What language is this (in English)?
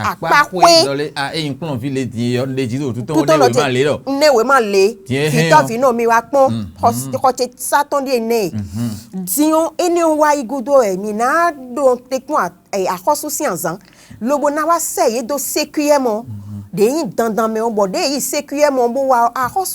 Fon